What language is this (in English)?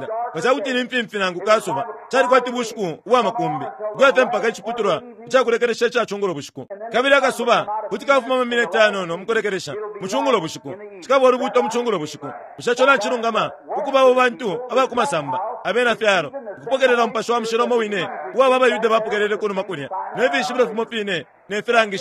Bemba